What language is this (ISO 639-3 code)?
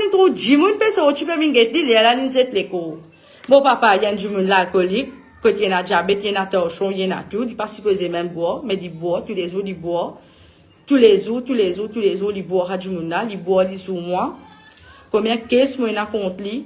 mfe